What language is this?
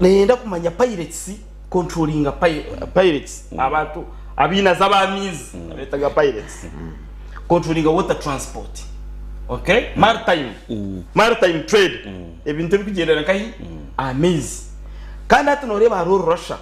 Nyankole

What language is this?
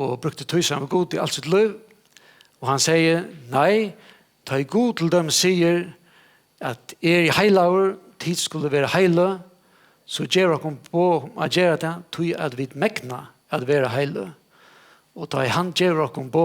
Faroese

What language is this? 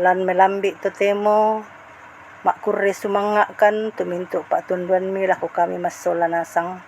Toraja-Sa'dan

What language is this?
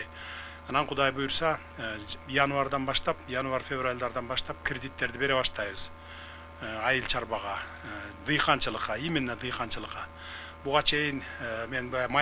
Kyrgyz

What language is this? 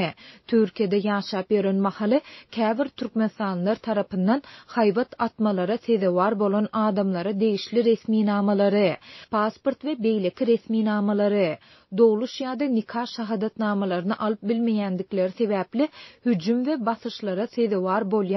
Turkmen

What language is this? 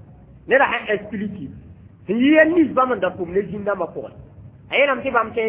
Mossi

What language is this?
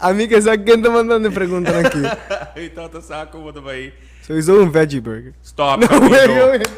Papiamento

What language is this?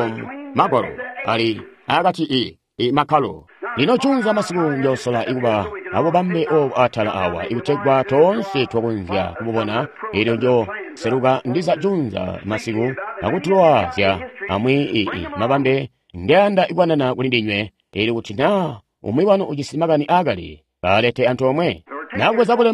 Tonga (Zambia)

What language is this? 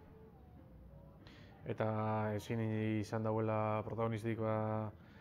Basque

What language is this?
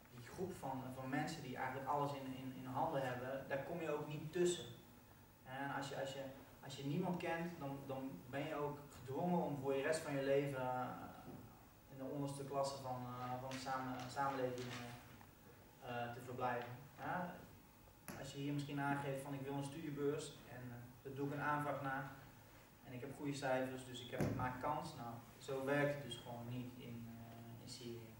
Dutch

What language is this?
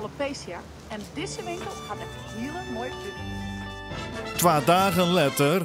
Western Frisian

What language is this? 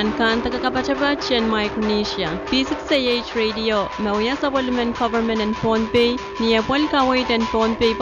Pohnpeian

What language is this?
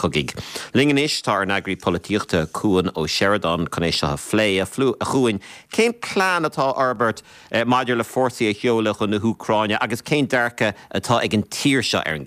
Irish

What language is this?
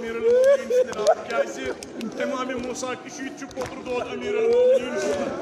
Kashmiri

